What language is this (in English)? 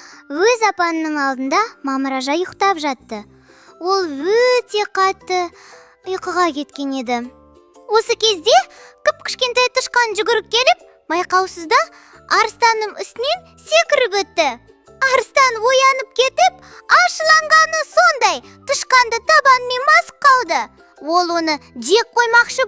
Kazakh